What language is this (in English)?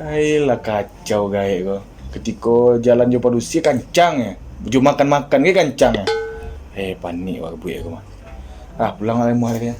Minangkabau